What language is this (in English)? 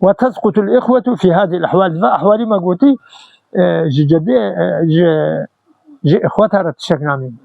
Kurdish